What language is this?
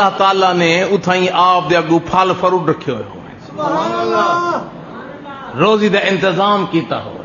Saraiki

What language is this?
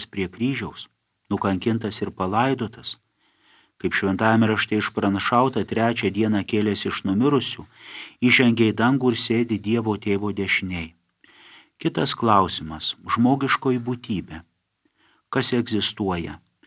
Lithuanian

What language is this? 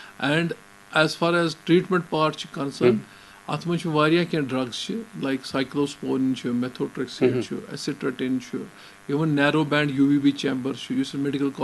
Kashmiri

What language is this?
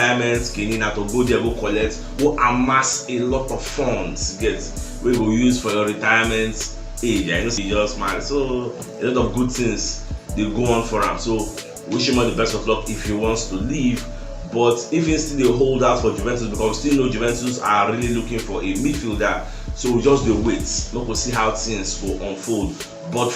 Nigerian Pidgin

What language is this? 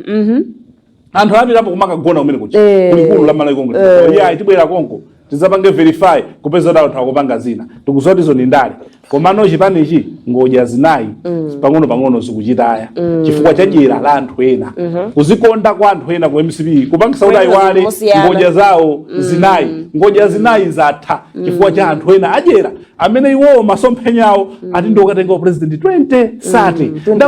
Nyanja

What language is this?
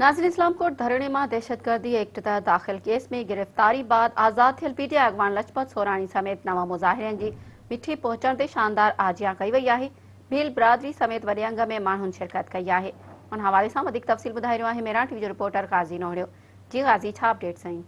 Sindhi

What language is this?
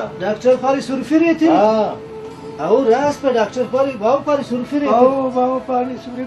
Brahui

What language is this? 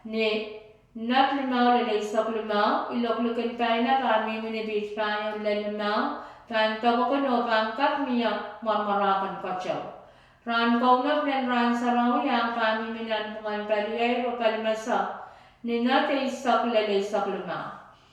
Pohnpeian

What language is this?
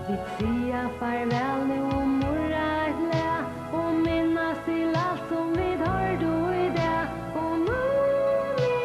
Faroese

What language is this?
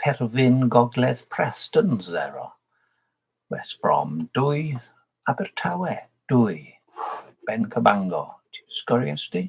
Welsh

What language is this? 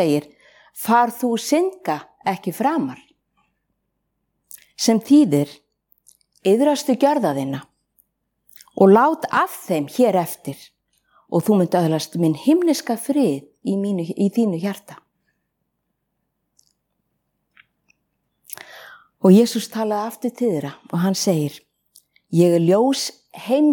Icelandic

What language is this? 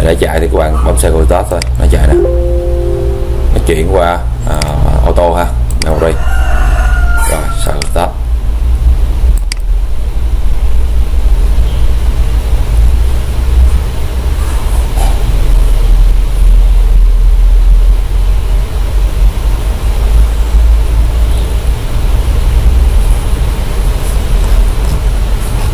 Vietnamese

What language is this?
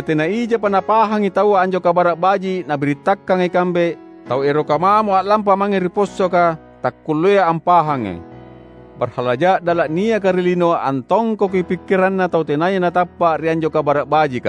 Makasar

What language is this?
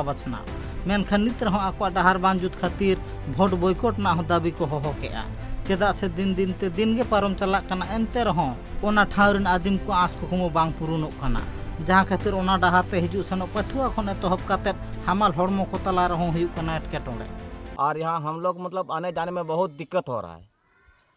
Santali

